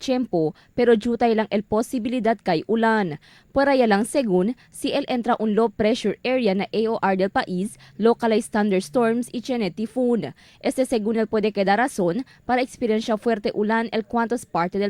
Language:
Chavacano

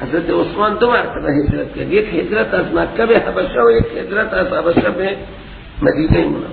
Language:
Persian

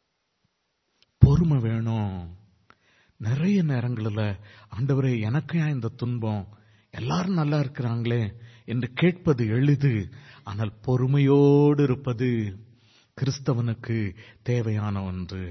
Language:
Tamil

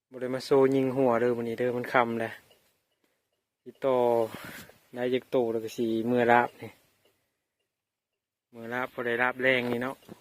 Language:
Lao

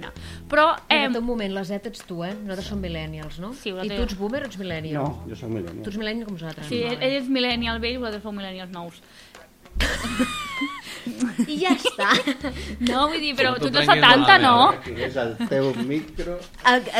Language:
Catalan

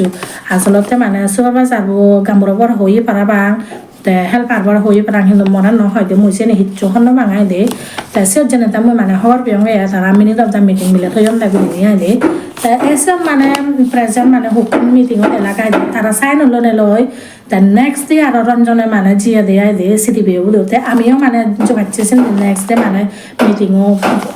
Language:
Chakma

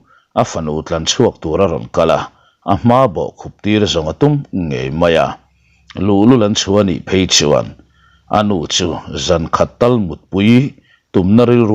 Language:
Mizo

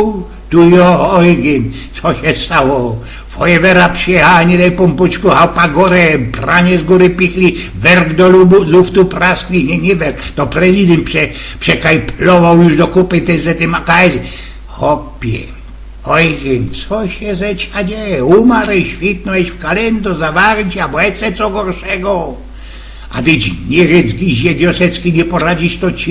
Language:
Silesian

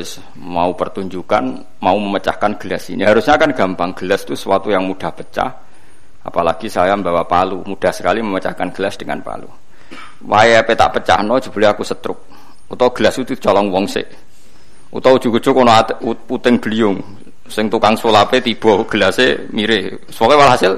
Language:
Javanese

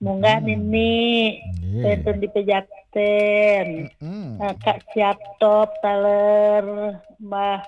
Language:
Balinese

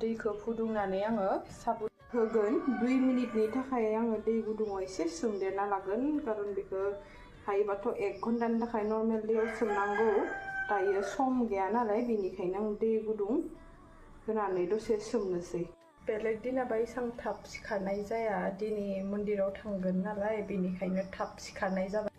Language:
Bodo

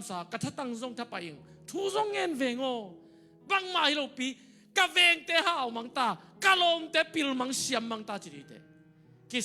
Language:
Tedim Chin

